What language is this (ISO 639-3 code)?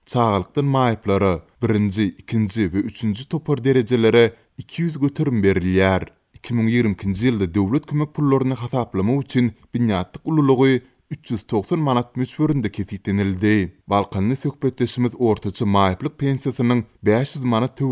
tuk